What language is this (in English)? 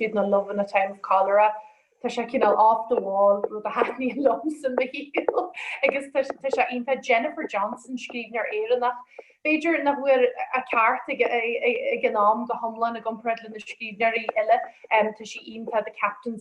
Irish